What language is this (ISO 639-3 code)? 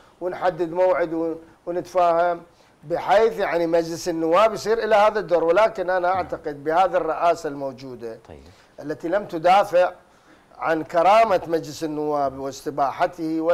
ara